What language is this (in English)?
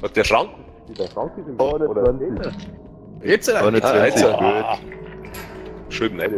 Bavarian